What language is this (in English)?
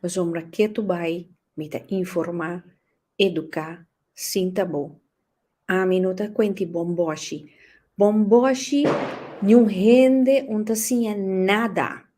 Papiamento